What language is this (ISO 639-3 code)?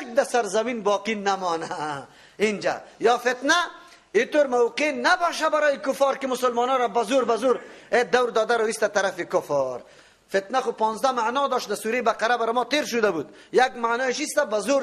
fas